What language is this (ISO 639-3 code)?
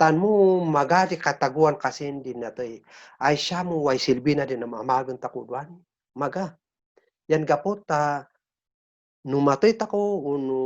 kne